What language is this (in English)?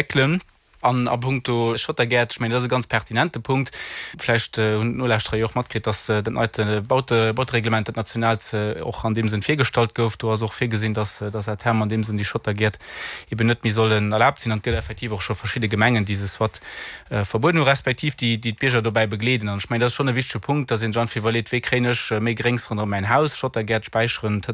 Luxembourgish